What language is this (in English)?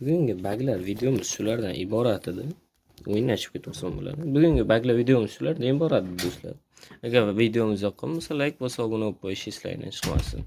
Uzbek